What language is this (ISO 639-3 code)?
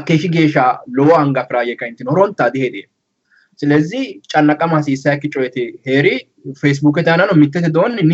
sid